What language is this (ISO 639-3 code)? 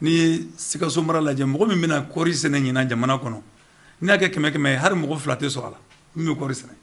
bam